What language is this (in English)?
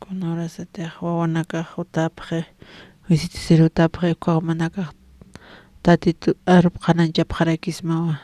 Aymara